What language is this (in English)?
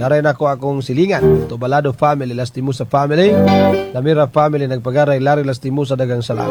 Cebuano